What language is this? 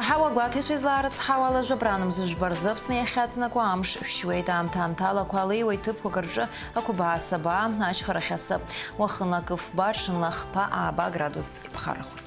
Abkhazian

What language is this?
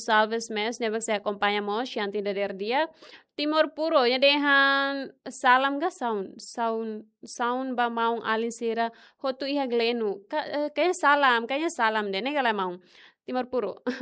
Tetum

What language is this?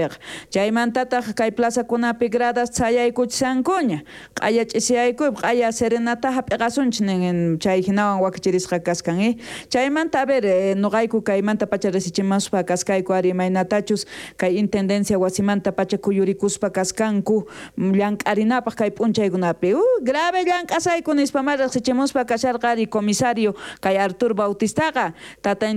South Bolivian Quechua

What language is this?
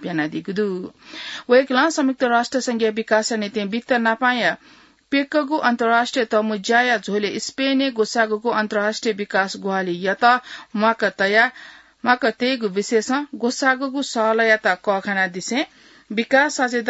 Newari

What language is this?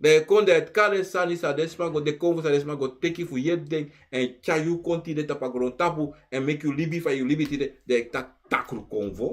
Sranan Tongo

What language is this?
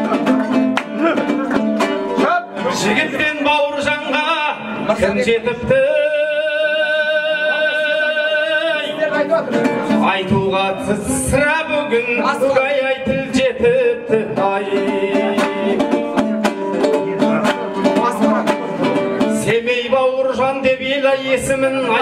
Kazakh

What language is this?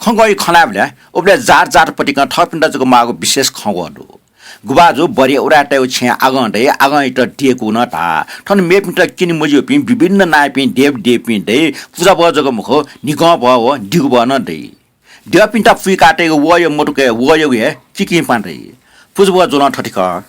Newari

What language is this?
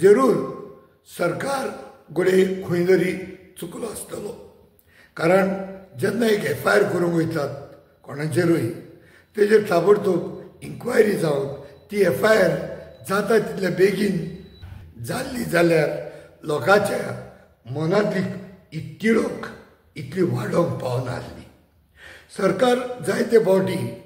Konkani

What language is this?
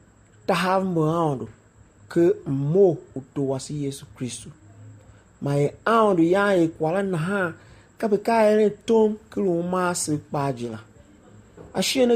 Tiv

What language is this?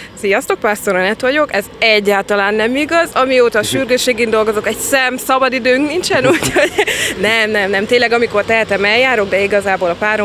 Hungarian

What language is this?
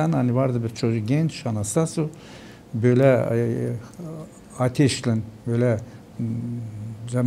Gagauz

